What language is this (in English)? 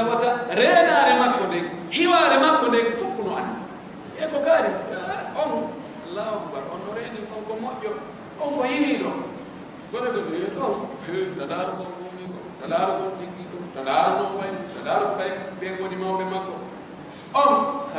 Pular